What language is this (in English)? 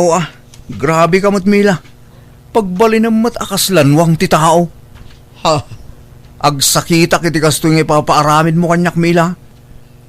Iloko